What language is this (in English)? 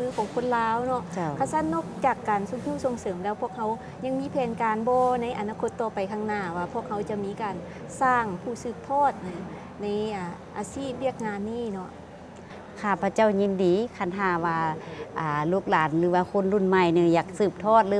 Lao